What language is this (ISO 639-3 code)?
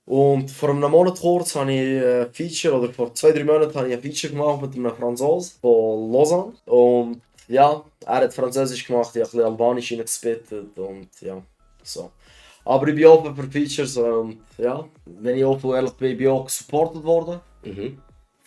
gsw